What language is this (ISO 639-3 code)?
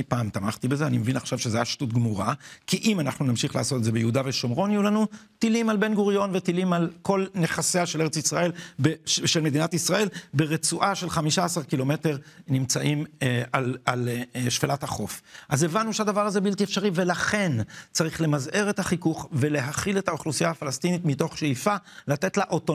heb